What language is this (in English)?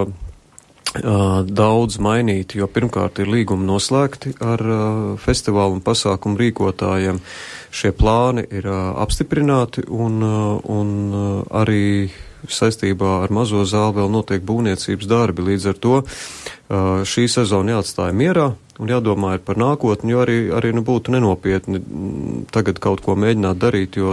Latvian